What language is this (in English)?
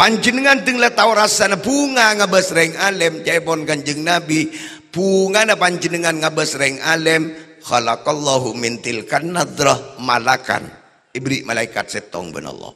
Madurese